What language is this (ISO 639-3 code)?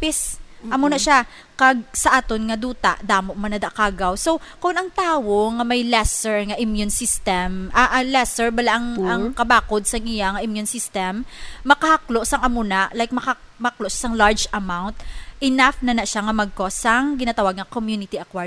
hil